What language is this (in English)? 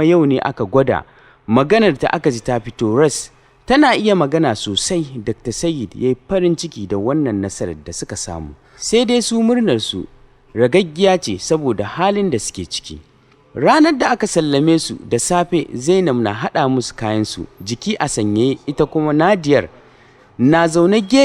Hausa